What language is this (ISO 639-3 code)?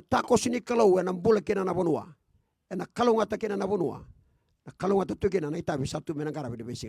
fij